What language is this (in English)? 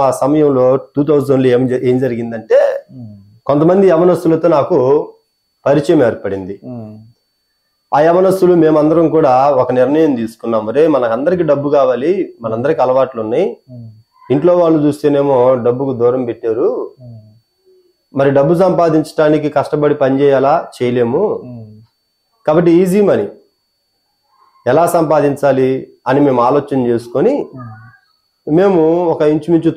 Telugu